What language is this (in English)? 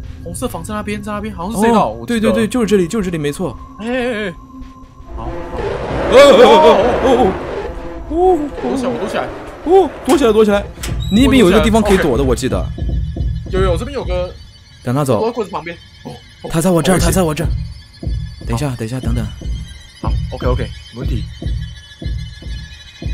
Chinese